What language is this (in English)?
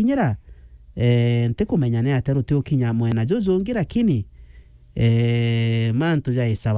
Meru